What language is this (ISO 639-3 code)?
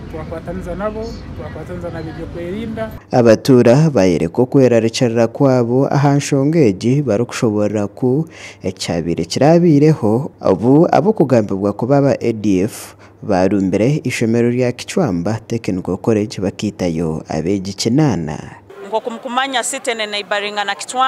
nyn